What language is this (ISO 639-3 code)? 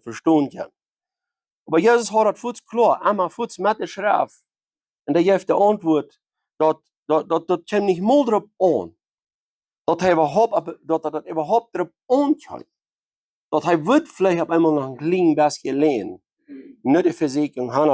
pdt